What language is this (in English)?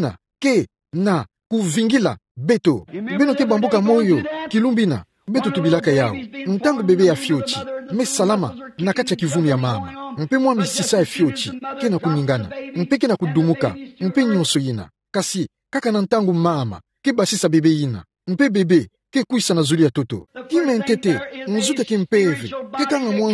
Kituba (Democratic Republic of Congo)